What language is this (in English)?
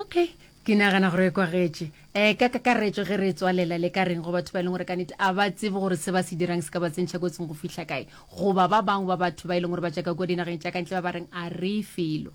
Northern Sotho